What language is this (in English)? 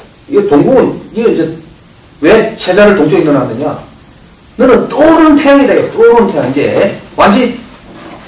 Korean